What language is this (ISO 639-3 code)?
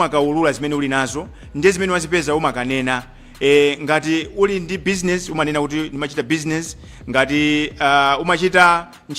nya